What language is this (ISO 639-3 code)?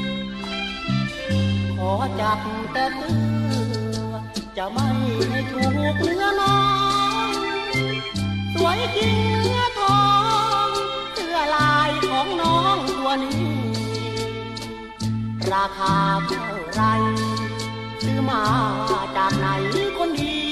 tha